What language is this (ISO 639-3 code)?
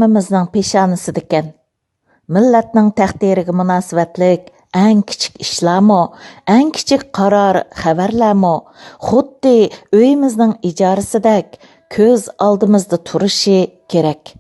uig